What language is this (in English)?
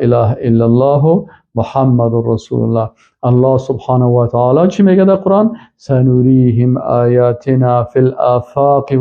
Persian